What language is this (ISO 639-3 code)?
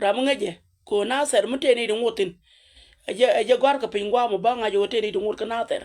nus